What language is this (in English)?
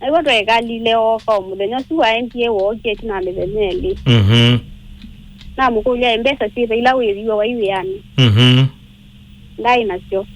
Kamba